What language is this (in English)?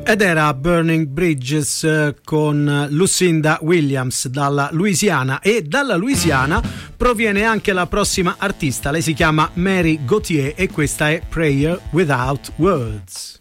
Italian